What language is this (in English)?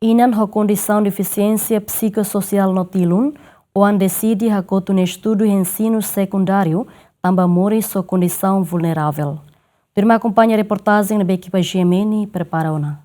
Tetum